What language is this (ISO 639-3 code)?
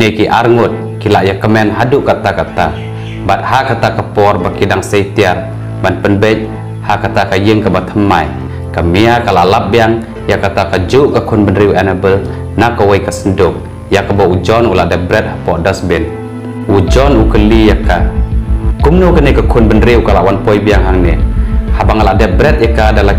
kha